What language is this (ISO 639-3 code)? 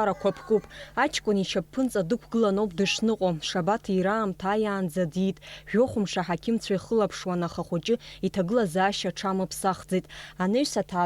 abk